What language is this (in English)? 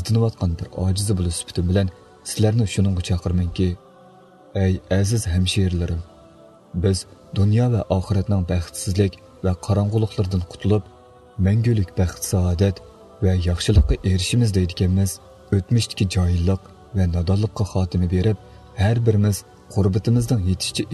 Uyghur